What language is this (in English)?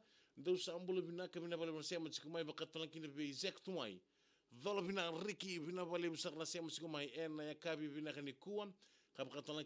Fijian